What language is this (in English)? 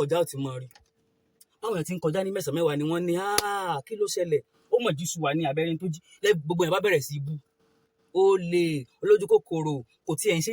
Yoruba